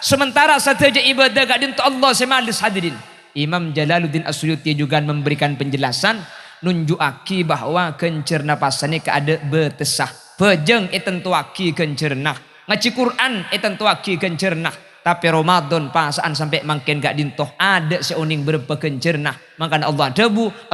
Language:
Madurese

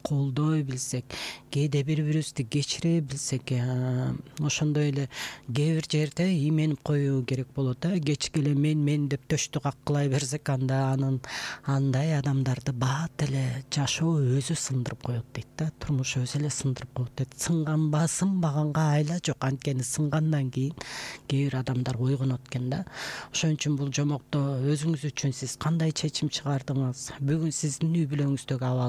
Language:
Kyrgyz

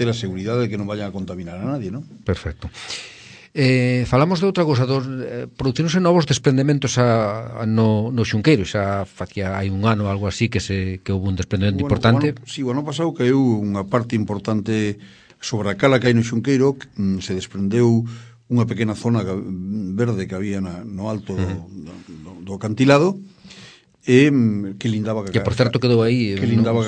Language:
Galician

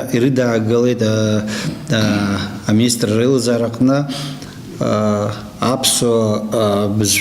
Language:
Abkhazian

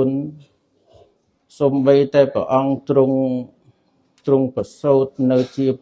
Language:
Khmer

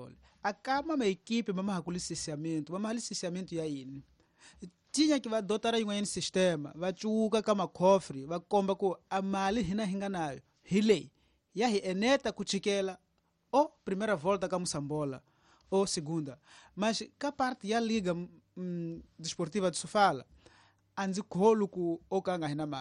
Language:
Tsonga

